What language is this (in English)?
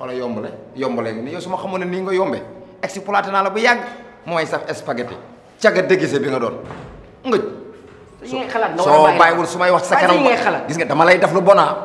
Wolof